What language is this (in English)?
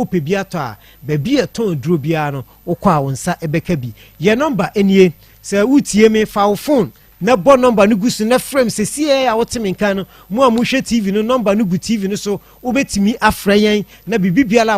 Akan